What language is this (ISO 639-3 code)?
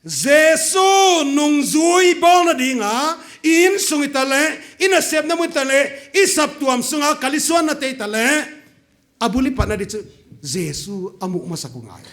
pck